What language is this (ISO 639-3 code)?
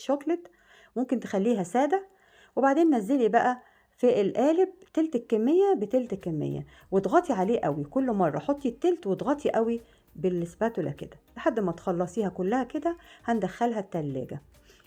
arz